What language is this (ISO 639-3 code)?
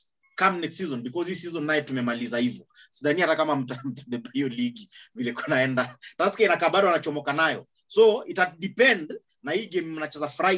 swa